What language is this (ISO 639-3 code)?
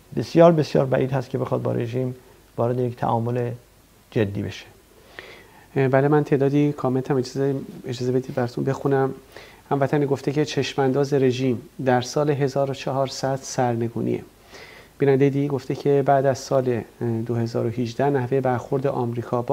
fas